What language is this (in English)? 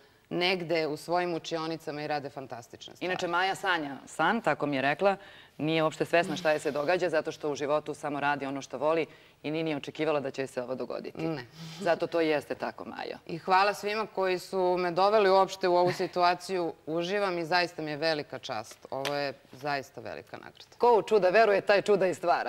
Serbian